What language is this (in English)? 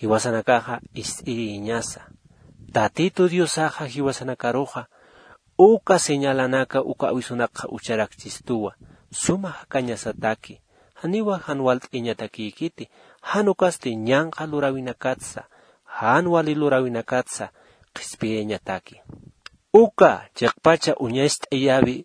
Aymara